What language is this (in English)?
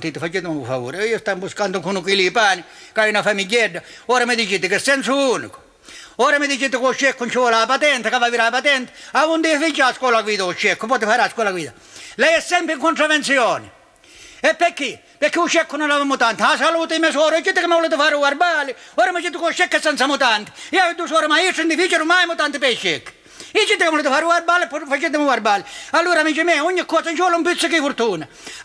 Sicilian